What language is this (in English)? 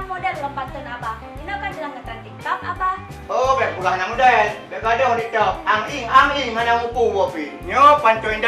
Achinese